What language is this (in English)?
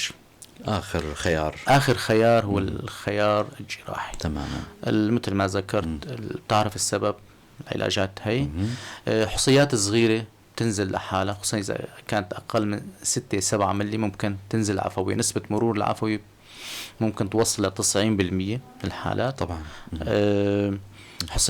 North Levantine Arabic